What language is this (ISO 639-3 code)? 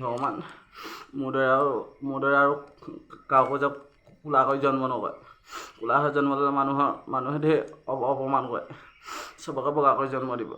asm